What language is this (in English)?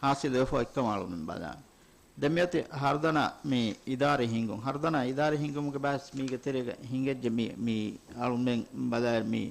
Divehi